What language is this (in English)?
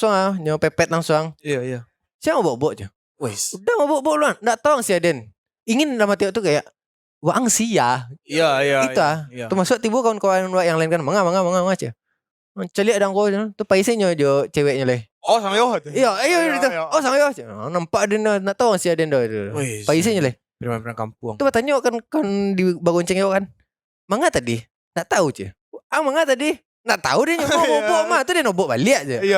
Minangkabau